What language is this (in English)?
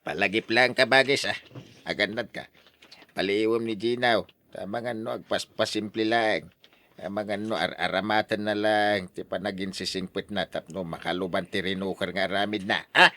Iloko